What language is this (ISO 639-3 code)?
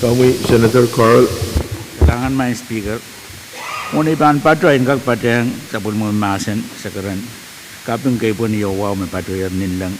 pon